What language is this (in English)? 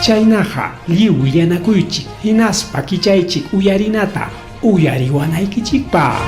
Ayacucho Quechua